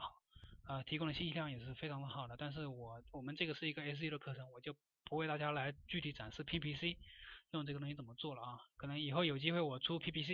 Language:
Chinese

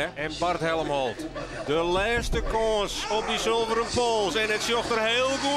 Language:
Western Frisian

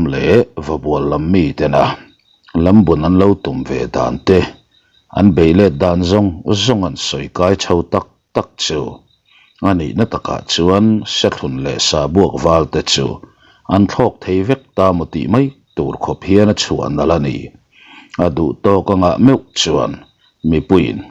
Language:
Mizo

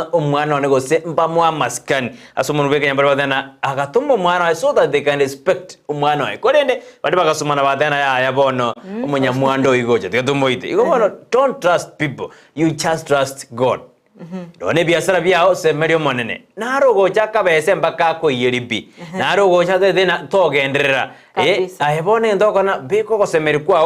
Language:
Gusii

